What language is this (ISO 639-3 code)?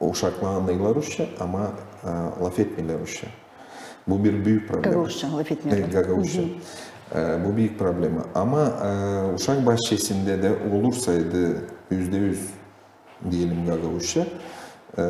gag